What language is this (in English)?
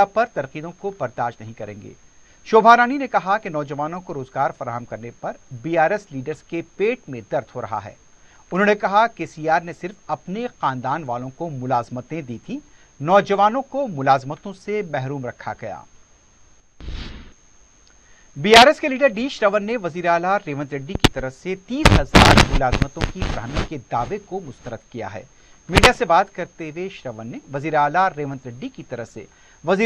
Urdu